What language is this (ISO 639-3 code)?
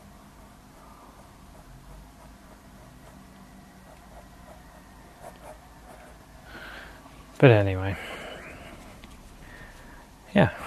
eng